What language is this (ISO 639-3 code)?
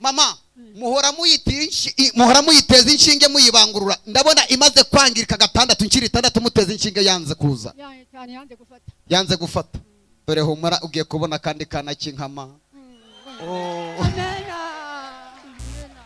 kin